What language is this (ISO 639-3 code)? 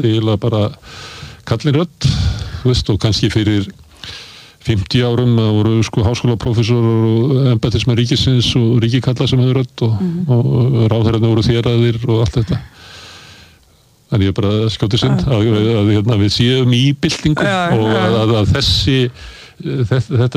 isl